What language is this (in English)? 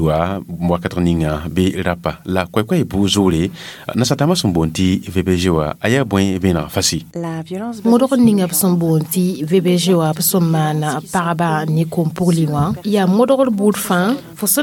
Mossi